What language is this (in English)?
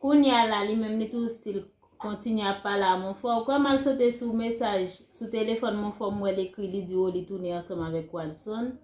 Haitian Creole